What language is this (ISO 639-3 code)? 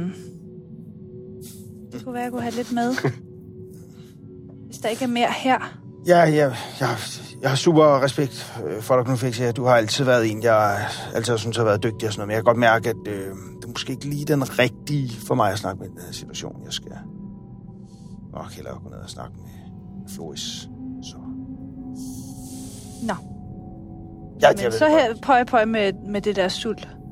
dan